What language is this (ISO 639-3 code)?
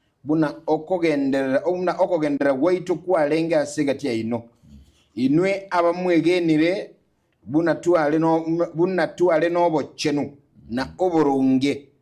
guz